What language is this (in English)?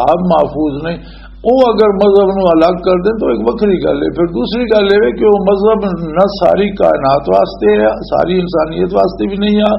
Western Panjabi